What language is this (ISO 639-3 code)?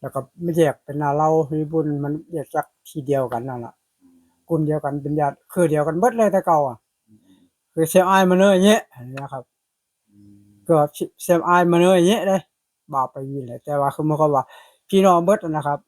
tts